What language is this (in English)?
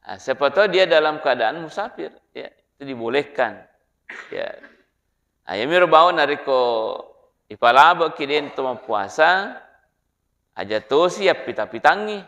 Buginese